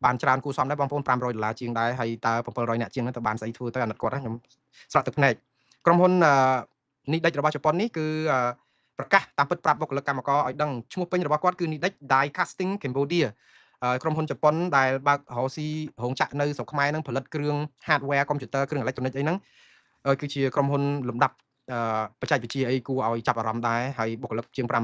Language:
Khmer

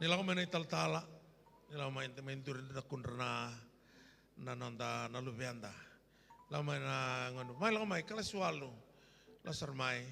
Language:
Fijian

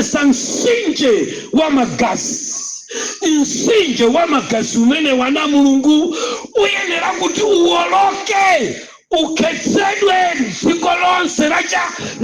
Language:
Nyanja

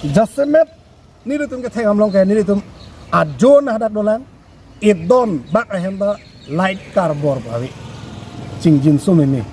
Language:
Karbi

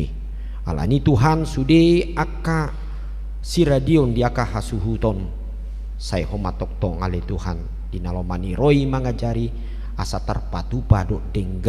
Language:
Batak Toba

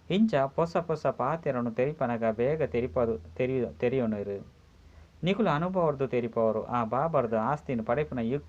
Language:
Tulu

